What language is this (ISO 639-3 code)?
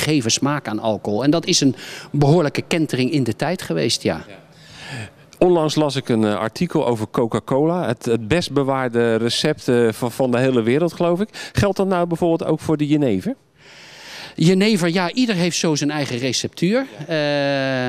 nld